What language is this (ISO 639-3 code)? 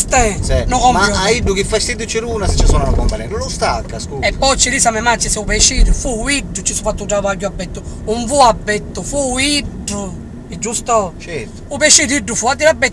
scn